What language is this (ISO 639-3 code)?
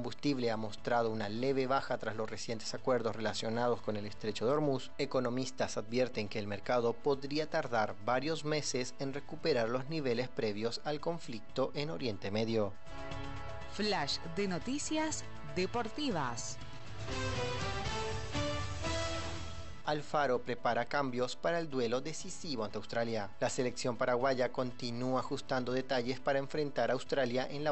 spa